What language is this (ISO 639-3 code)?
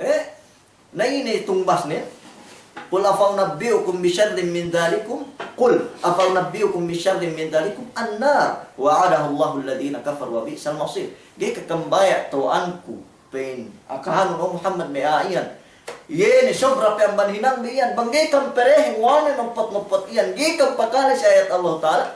yka